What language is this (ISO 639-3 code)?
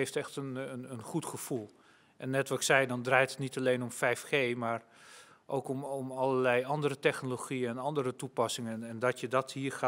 nld